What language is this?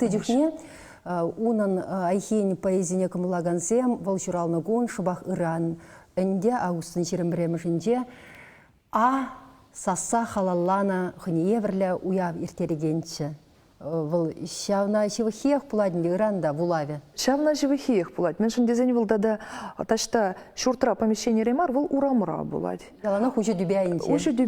Chuvash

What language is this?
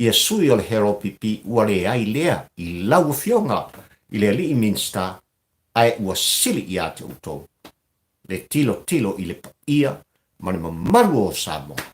Samoan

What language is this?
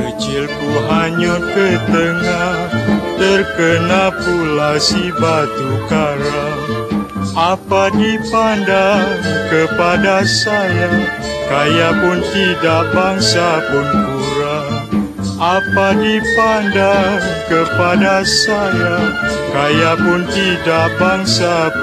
Malay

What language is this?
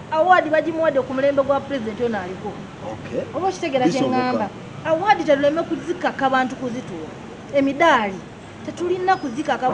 Ganda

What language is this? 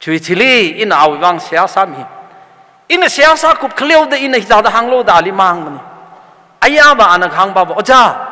Tangkhul Naga (India)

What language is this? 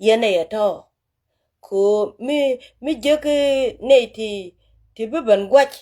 Nuer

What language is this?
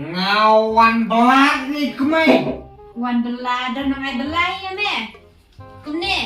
Khasi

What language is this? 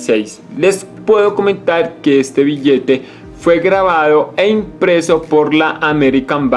Spanish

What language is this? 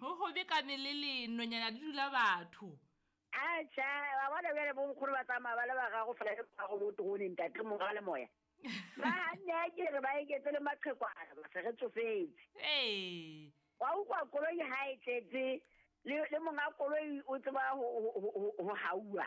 Southern Sotho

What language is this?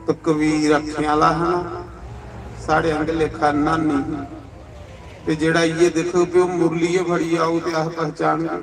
Dogri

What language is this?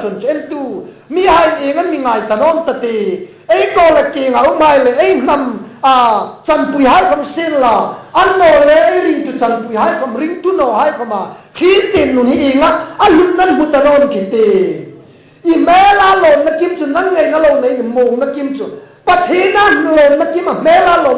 Hmar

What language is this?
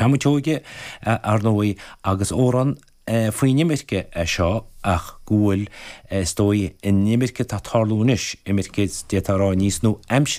Irish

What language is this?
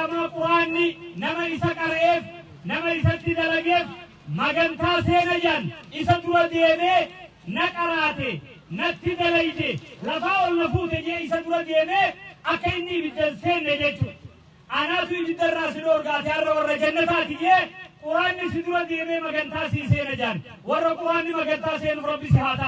Oromo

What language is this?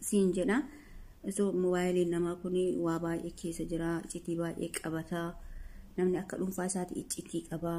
Oromo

